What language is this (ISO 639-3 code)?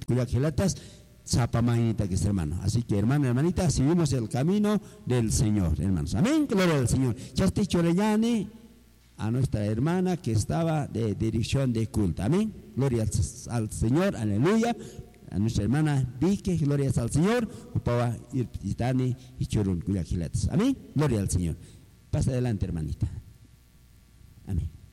spa